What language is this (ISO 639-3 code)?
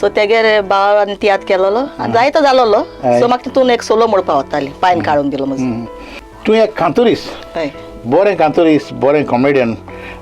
kok